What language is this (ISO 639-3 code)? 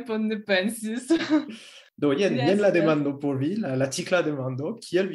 epo